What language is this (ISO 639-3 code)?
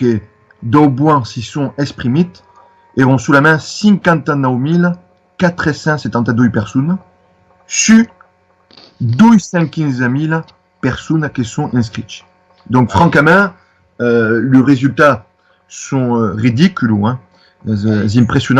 oci